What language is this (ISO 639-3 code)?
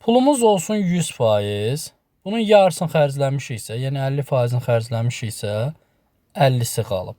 aze